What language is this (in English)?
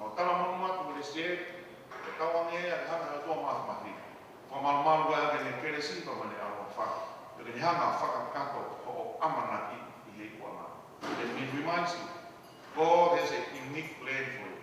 Tongan